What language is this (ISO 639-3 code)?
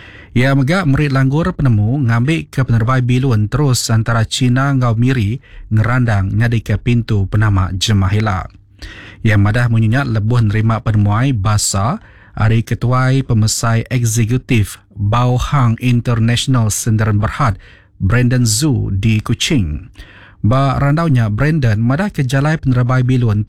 iba